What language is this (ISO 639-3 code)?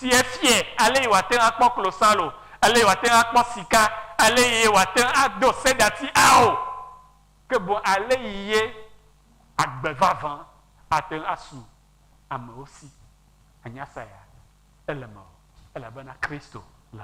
ewe